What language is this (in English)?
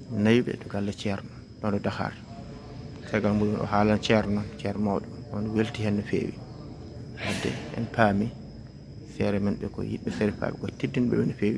Fula